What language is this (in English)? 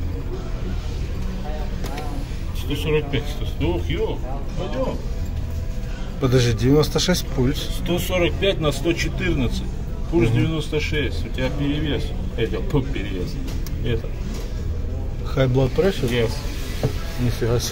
Russian